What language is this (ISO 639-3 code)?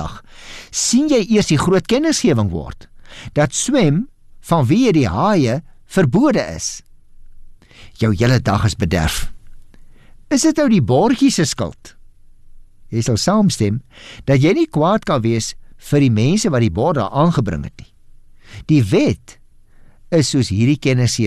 afr